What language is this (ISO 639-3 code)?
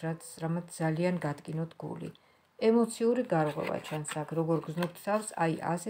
kat